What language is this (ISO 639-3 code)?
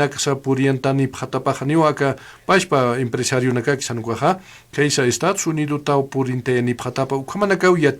aym